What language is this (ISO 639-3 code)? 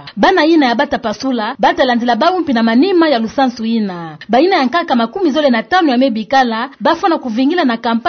ktu